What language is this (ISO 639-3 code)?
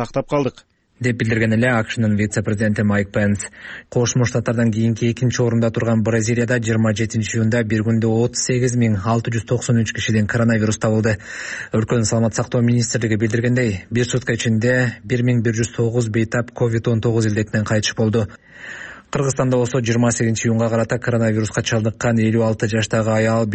kir